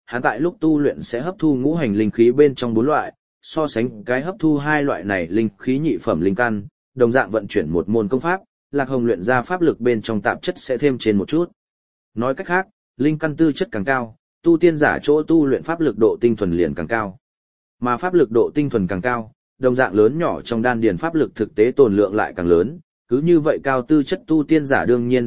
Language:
Vietnamese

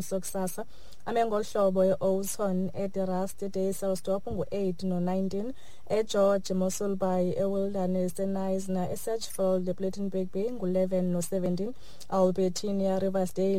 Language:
Xhosa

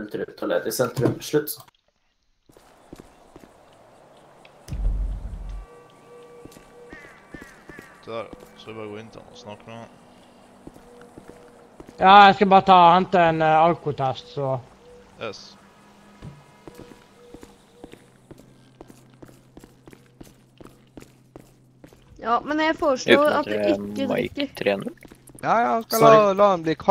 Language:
Norwegian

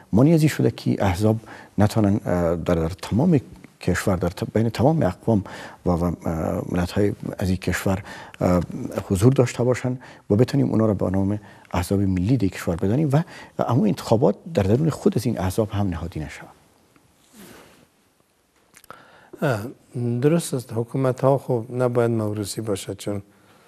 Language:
Persian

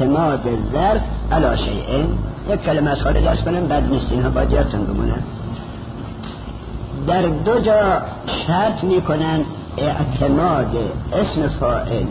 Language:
Persian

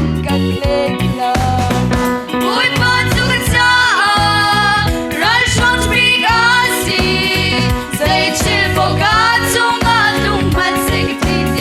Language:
Hakha Chin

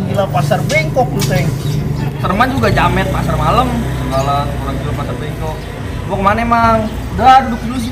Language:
Betawi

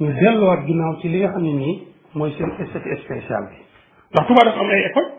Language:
Wolof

